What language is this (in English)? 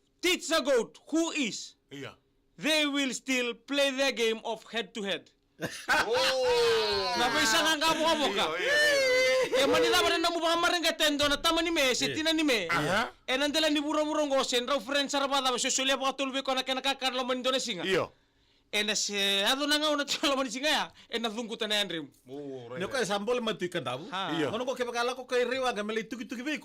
Fijian